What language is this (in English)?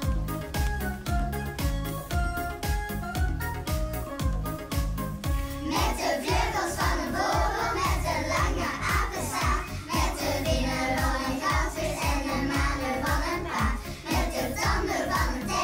Dutch